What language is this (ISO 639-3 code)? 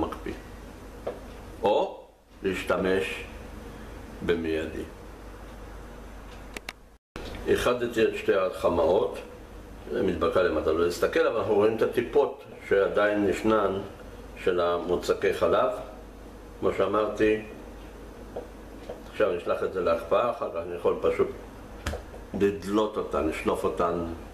heb